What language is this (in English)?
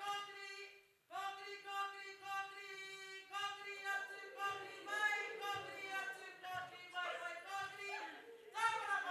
Māori